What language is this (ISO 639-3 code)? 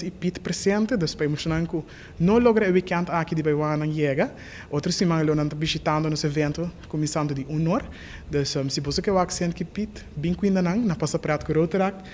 pap